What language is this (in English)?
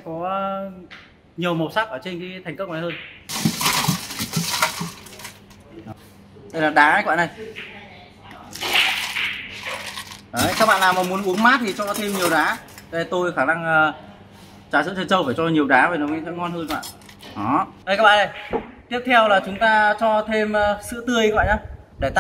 Vietnamese